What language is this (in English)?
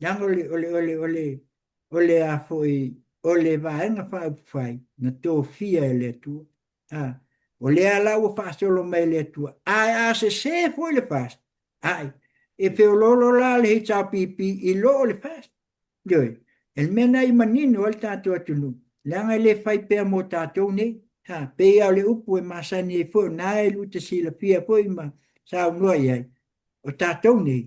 Samoan